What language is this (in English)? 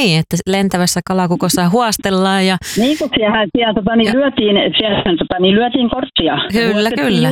Finnish